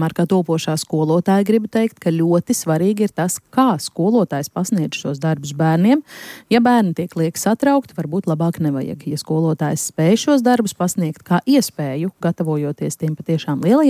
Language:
Latvian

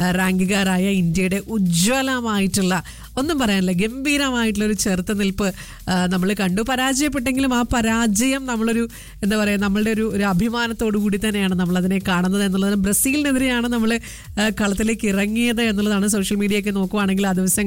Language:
Malayalam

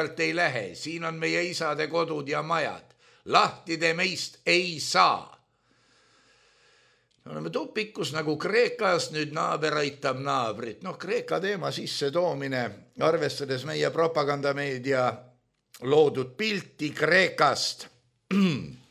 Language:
Estonian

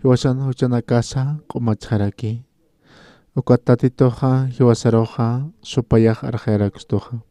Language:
Aymara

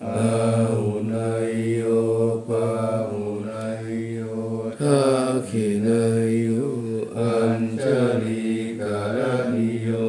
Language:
Pali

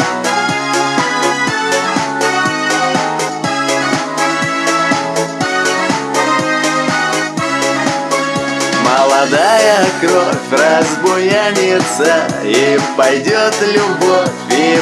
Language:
Russian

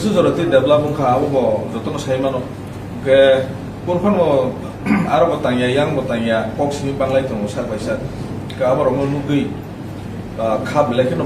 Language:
Kok Borok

